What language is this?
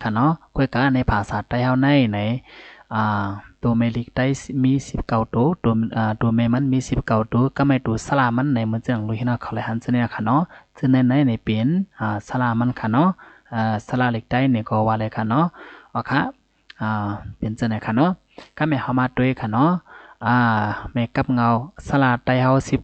Shan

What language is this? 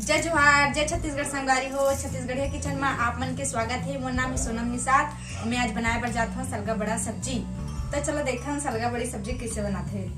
Chhattisgarhi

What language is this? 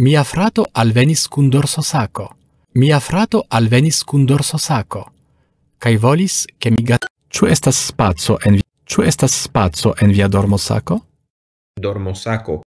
Esperanto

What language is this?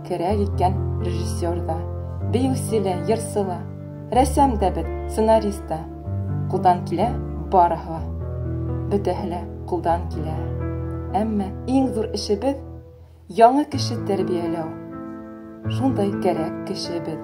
Bashkir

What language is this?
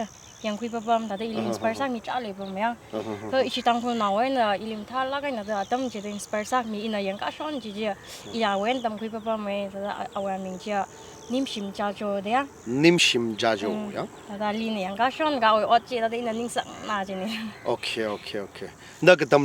Tangkhul Naga (India)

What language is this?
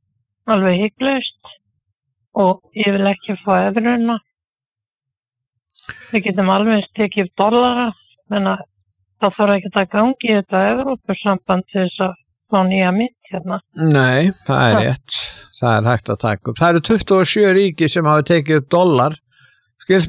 Icelandic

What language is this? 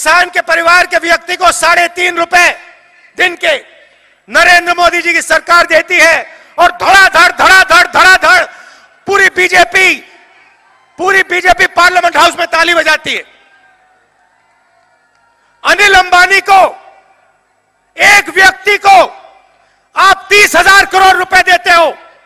Hindi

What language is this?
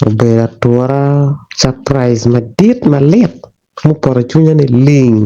Acoli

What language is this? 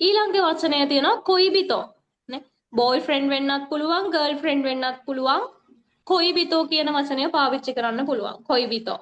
Sinhala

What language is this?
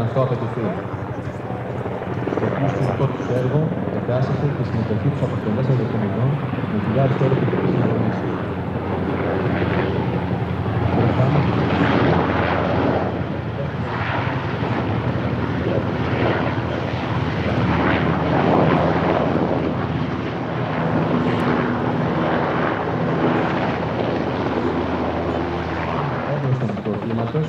Greek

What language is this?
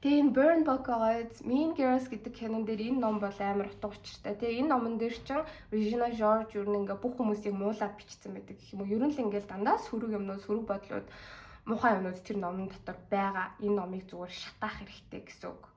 Mongolian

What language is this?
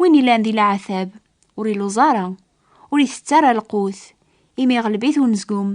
Kabyle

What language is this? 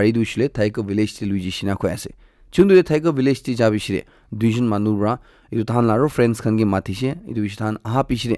Naga Pidgin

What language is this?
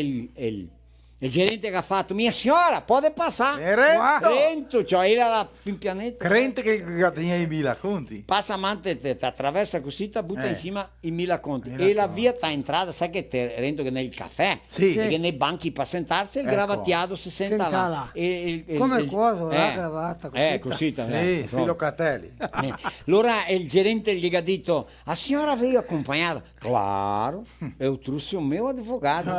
Venetian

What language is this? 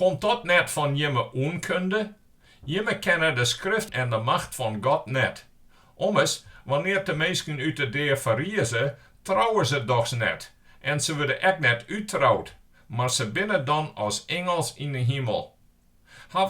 Western Frisian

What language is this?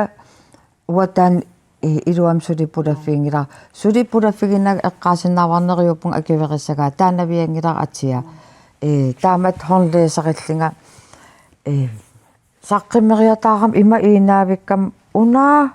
Kalaallisut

